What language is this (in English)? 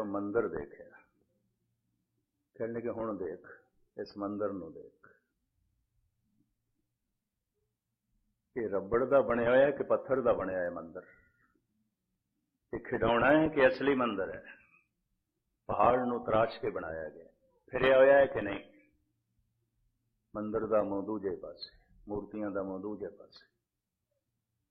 Punjabi